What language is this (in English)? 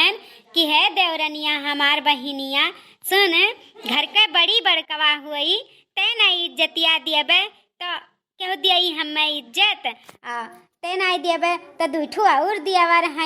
Awadhi